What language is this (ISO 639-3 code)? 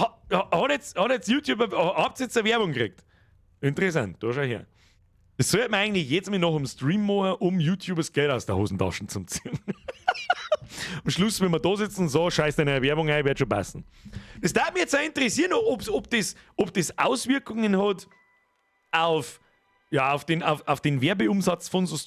bar